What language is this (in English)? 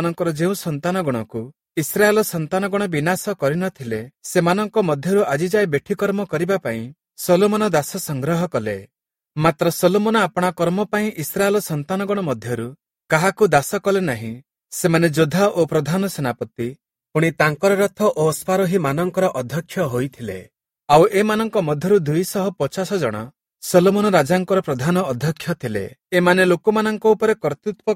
Odia